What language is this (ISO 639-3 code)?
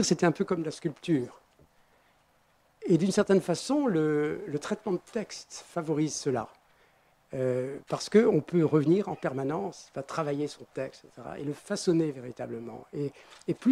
fra